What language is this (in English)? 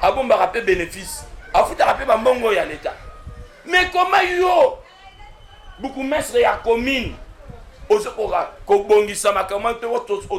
Lingala